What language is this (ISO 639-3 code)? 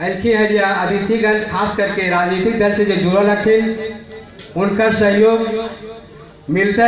mag